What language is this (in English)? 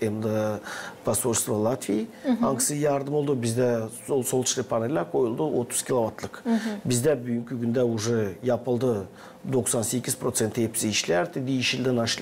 Gagauz